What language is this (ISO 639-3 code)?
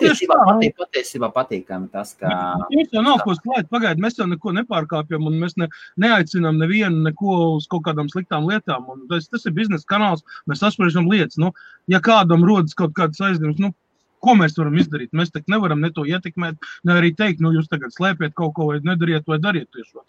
lav